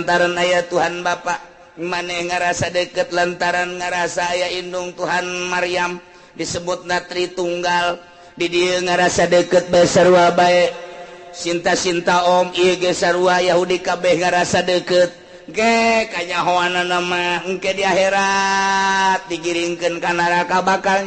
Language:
Sundanese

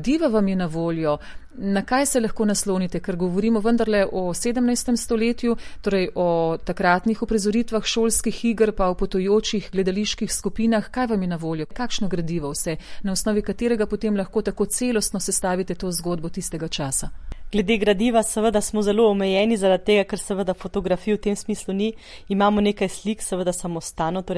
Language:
Slovenian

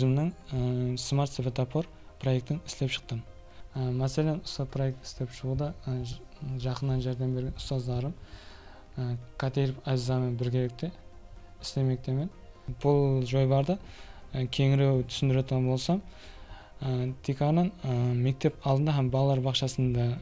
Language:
Kara-Kalpak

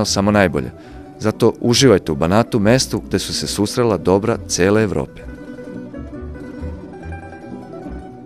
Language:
Serbian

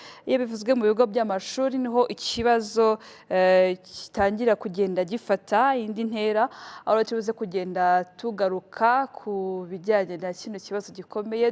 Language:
Kinyarwanda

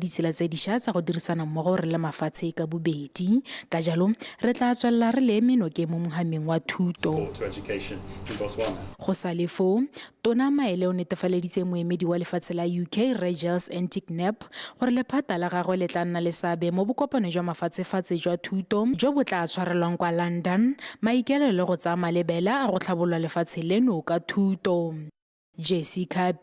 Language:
Tswana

